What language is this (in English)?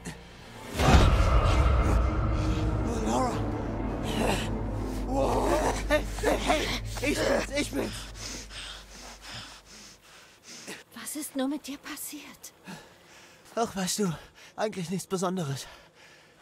German